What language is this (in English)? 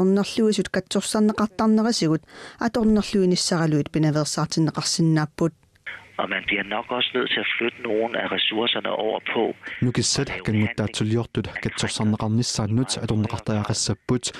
Kalaallisut